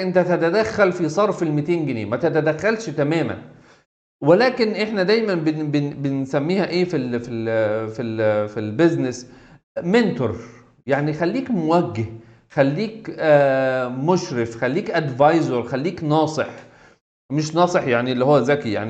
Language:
Egyptian Arabic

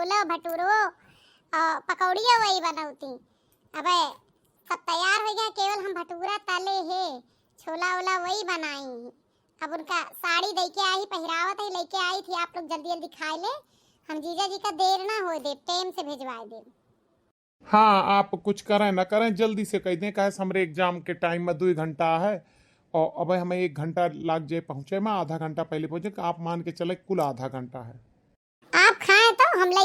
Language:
Awadhi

